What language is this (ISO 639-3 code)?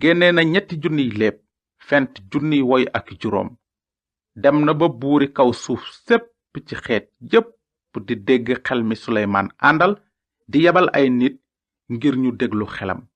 wol